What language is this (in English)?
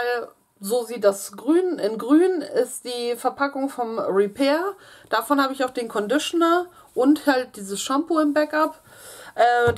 German